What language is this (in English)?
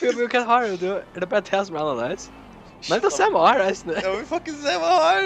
Faroese